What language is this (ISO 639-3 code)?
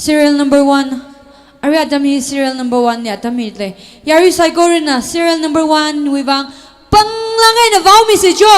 nmf